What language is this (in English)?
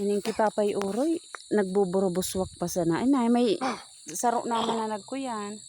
Bikol